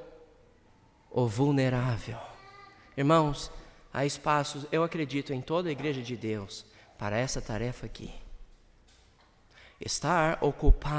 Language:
Portuguese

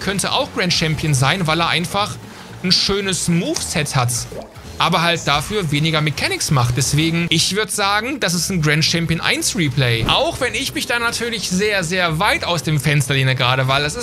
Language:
German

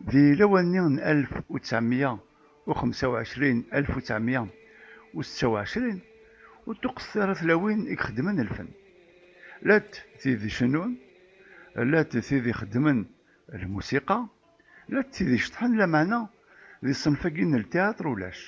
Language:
Kabyle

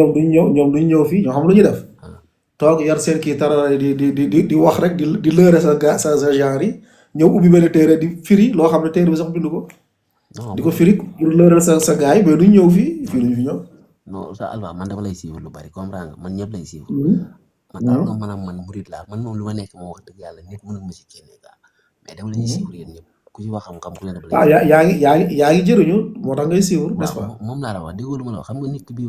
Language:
Wolof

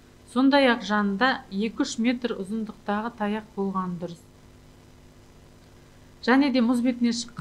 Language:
Kazakh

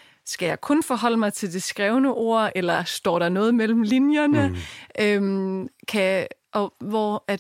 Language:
Danish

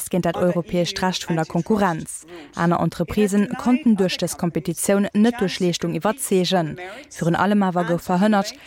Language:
Luxembourgish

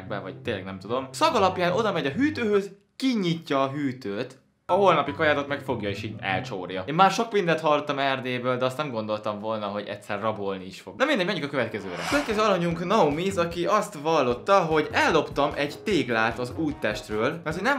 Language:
Hungarian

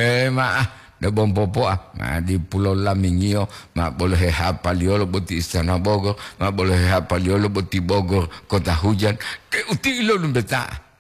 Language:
Gorontalo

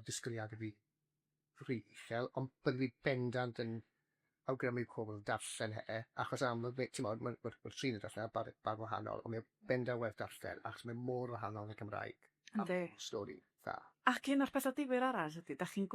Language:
Welsh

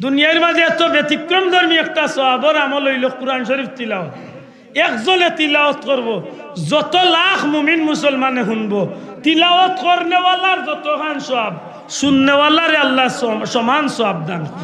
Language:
Sylheti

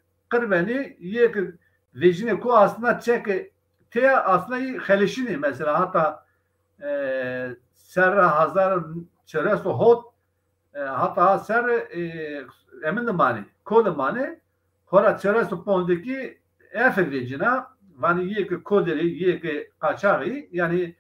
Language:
Zaza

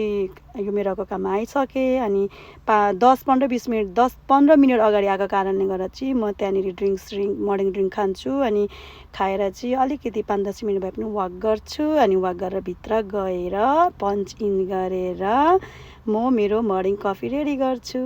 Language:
Nepali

